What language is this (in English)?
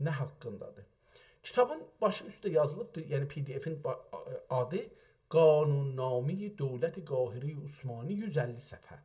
South Azerbaijani